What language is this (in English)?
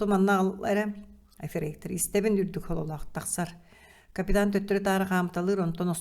Yakut